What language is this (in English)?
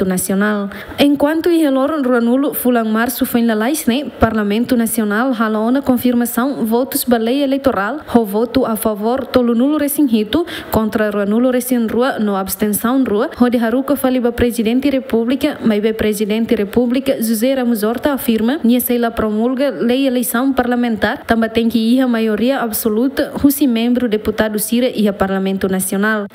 Tetum